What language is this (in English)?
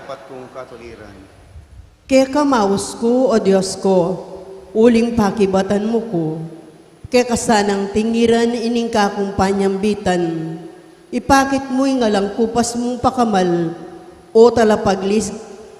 Pampanga